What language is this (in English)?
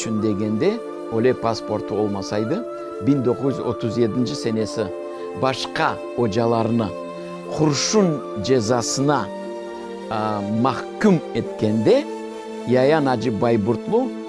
Crimean Tatar